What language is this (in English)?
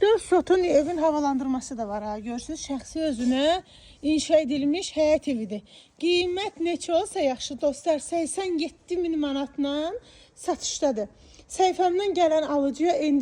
Azerbaijani